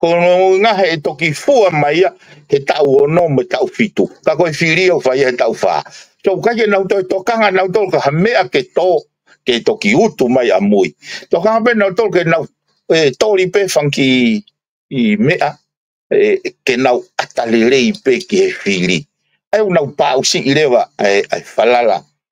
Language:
Tongan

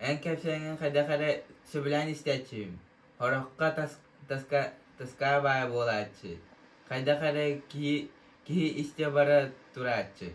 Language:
Yakut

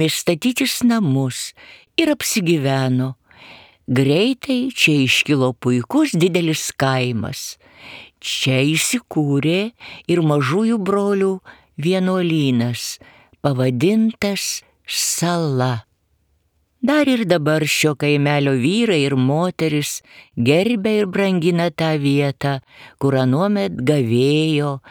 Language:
Lithuanian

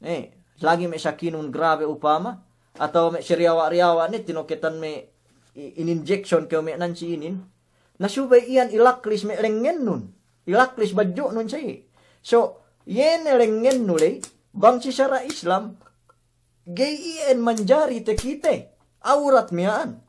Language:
Yakan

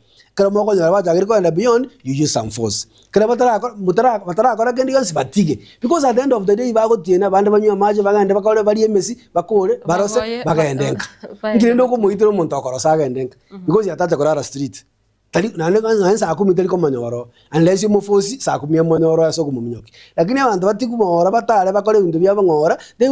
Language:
Gusii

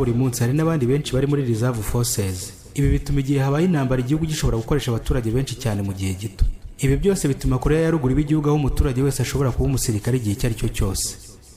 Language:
Kinyarwanda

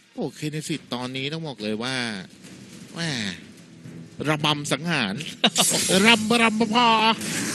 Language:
Thai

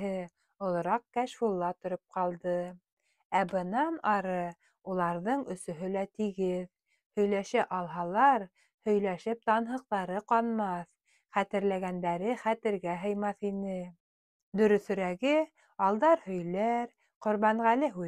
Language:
Bashkir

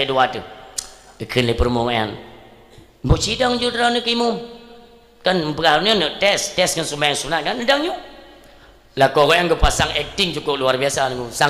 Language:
Achinese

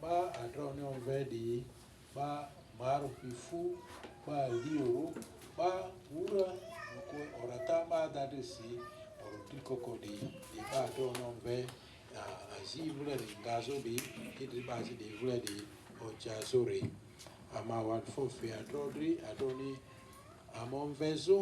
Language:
Lugbara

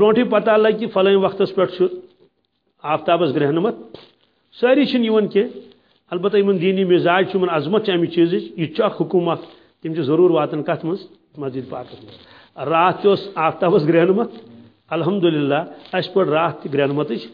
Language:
Kashmiri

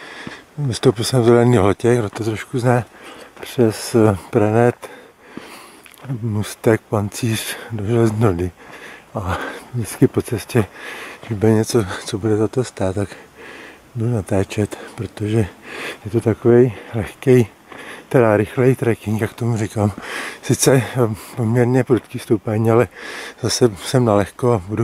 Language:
Czech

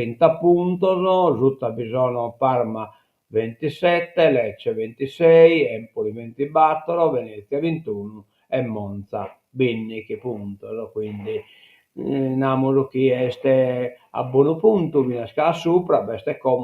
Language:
Sardinian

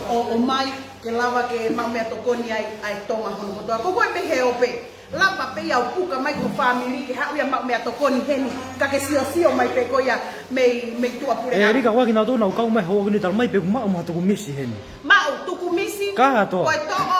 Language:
Tongan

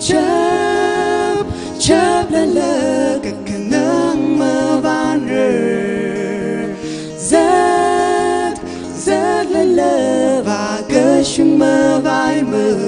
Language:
Tangkhul Naga (India)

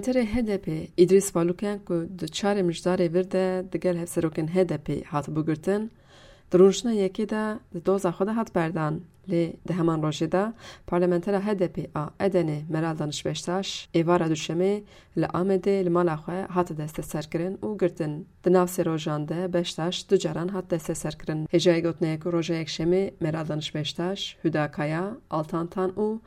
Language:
Kurdish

